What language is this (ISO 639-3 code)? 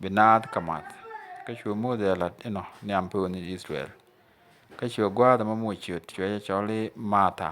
nus